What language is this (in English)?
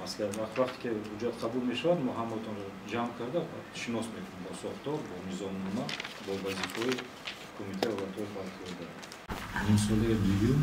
Tajik